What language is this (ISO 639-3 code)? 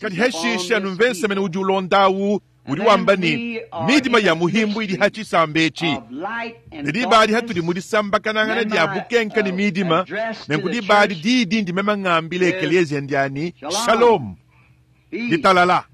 lua